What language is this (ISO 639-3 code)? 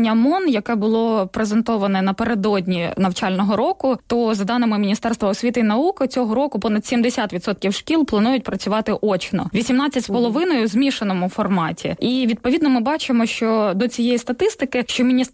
ukr